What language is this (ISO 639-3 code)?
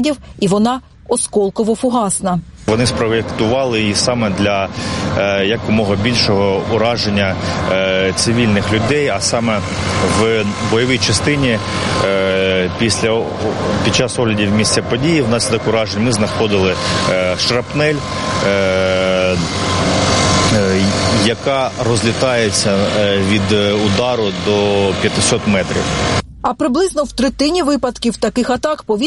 ukr